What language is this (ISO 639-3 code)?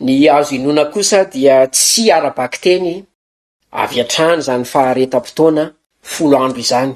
mlg